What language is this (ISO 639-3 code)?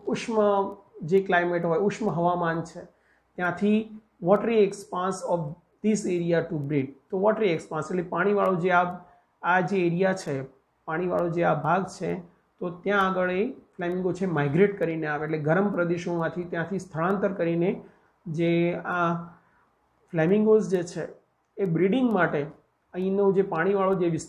guj